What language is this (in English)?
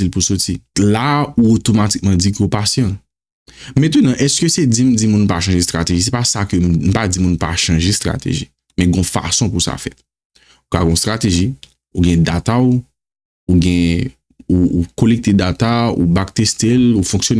Haitian Creole